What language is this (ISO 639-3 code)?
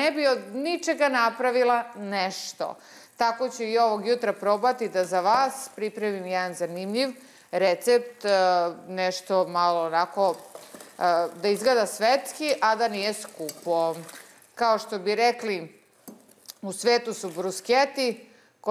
srp